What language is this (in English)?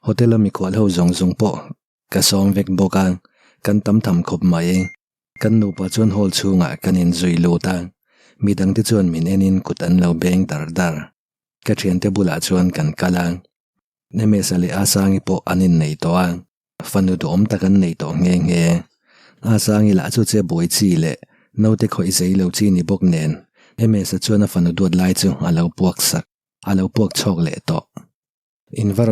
Mizo